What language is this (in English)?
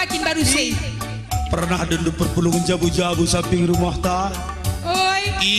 Batak Karo